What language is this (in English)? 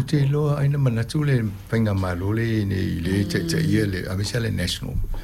Samoan